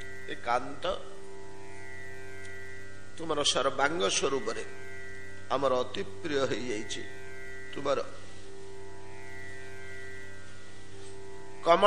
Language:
Odia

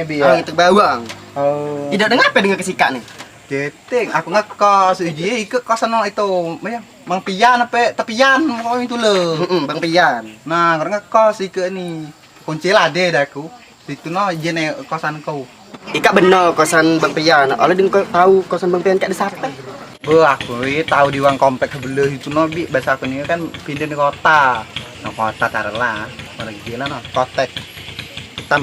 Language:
Musi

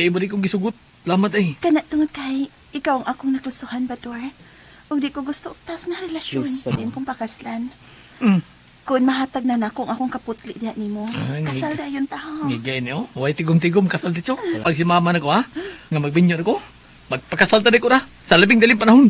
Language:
Cebuano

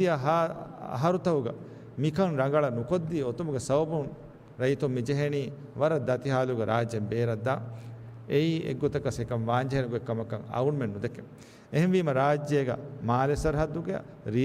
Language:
Divehi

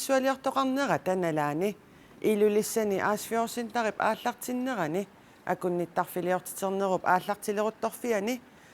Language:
Kalaallisut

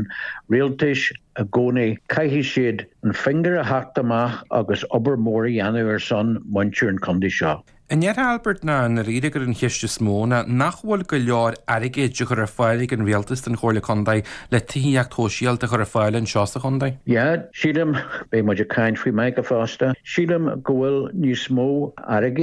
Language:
Irish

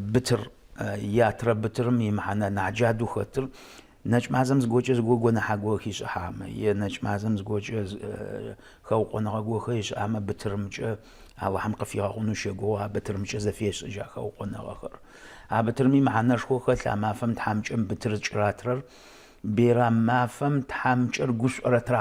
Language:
Adyghe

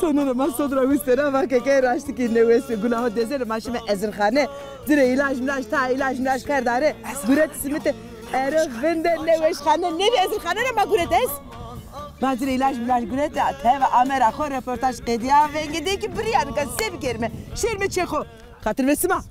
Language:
Zaza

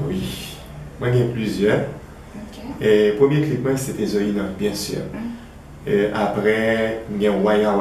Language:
Haitian Creole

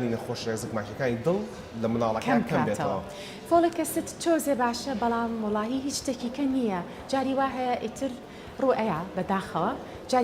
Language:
Central Kurdish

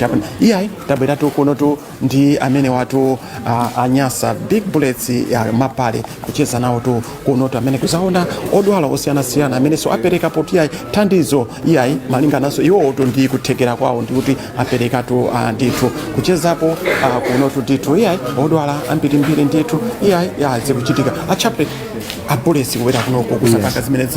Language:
Nyanja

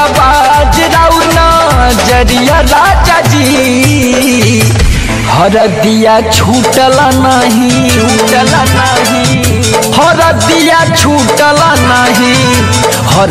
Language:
Bhojpuri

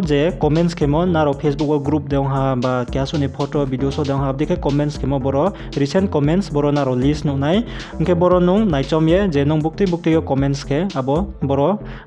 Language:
Riang (India)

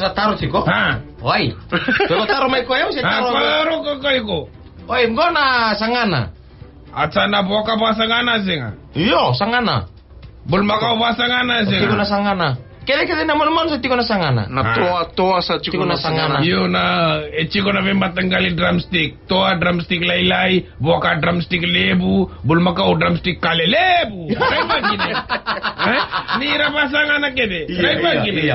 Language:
Fijian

